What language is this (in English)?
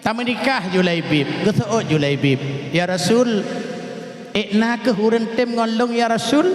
Achinese